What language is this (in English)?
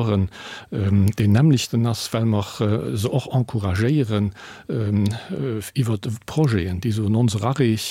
Luxembourgish